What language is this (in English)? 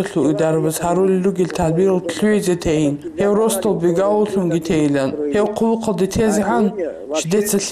Avaric